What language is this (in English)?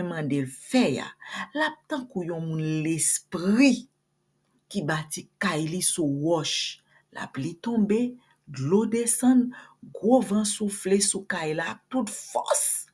Haitian Creole